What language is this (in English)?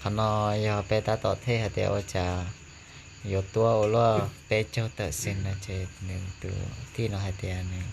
Hmong